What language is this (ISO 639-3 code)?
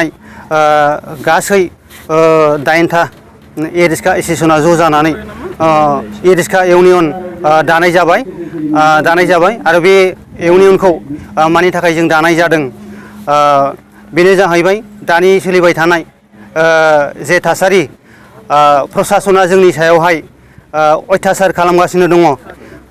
brx